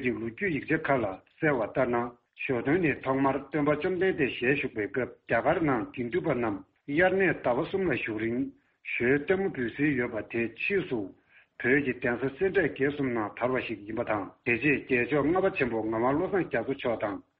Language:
Tibetan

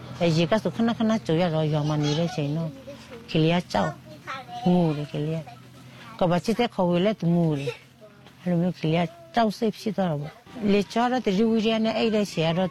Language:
Burmese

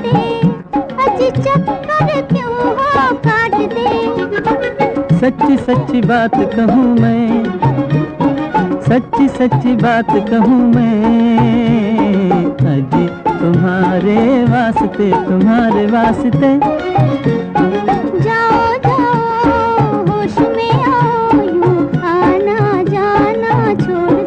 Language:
Hindi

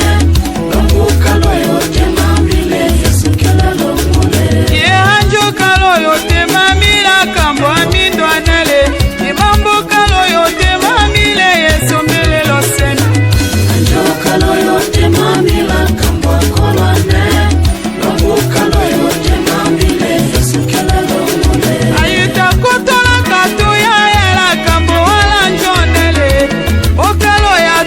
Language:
Tetela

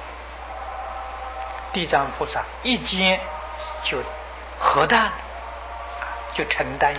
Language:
Chinese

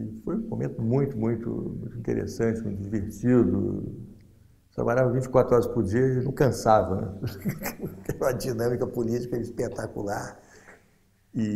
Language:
Portuguese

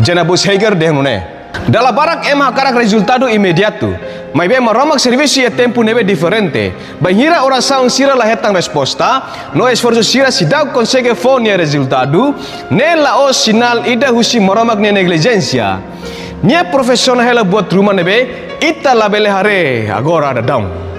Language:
Tetum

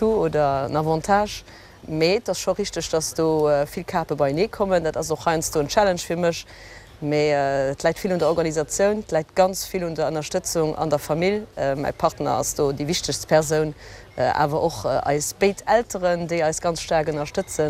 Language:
Luxembourgish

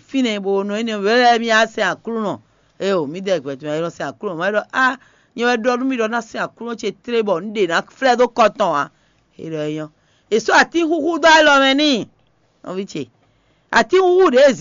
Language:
Fon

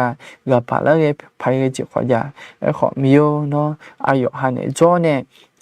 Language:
Akha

